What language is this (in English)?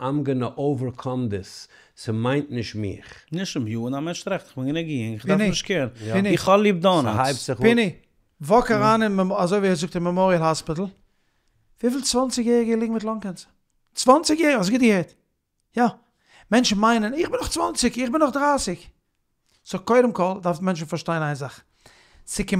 Yiddish